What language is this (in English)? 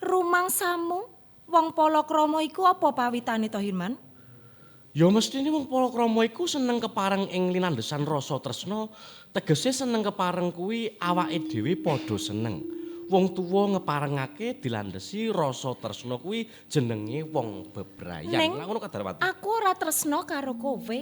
Javanese